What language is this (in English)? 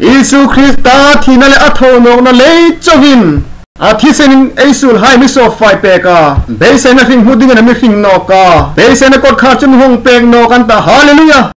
Hmar